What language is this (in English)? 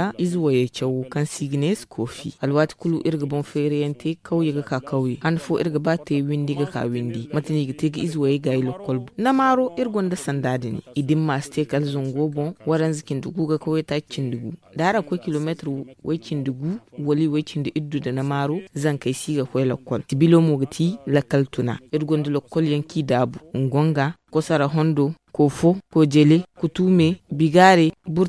Zarma